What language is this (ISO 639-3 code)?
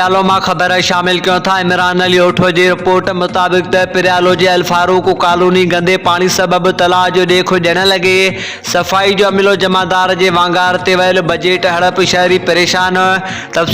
snd